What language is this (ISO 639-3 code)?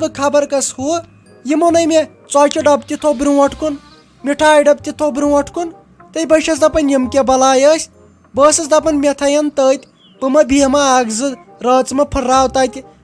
kas